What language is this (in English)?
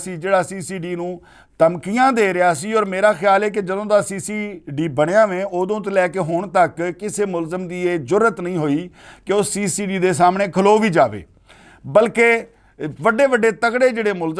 Western Panjabi